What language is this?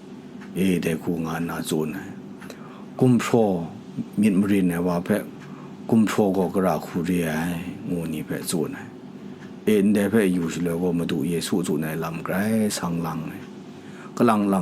Kachin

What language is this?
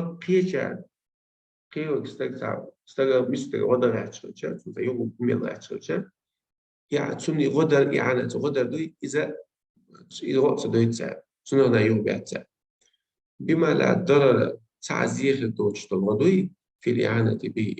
Chechen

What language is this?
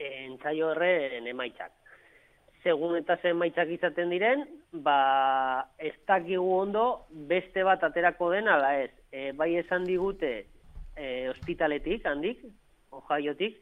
Basque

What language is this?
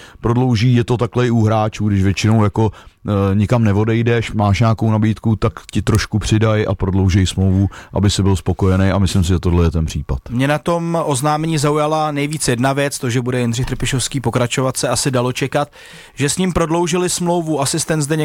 Czech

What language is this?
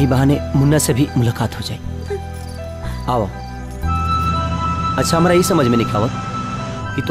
Bhojpuri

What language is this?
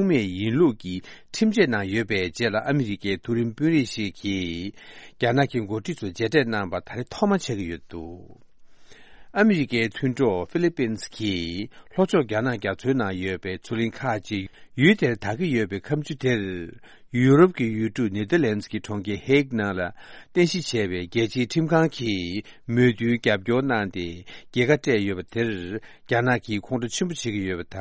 Tibetan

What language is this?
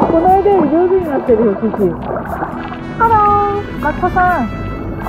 Japanese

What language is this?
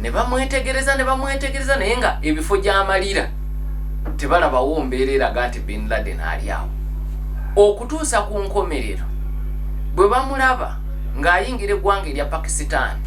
Ganda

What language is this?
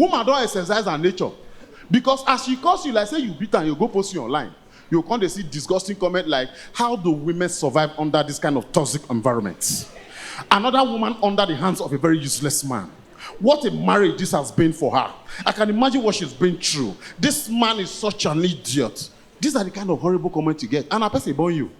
Nigerian Pidgin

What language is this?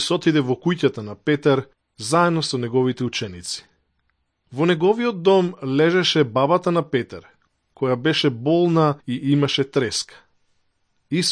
Macedonian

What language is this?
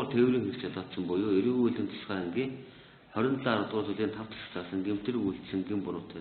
Mongolian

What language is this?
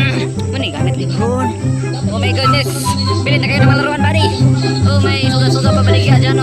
Cebuano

